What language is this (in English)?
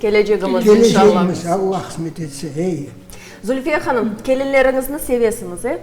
Crimean Tatar